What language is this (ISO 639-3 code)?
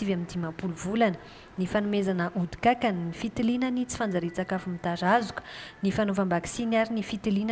mlg